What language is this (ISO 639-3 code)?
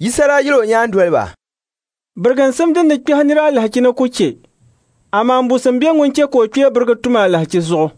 dag